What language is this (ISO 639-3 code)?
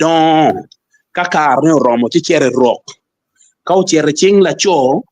ach